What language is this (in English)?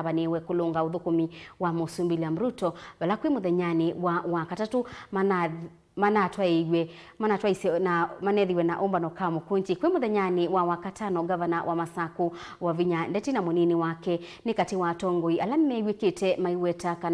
Kamba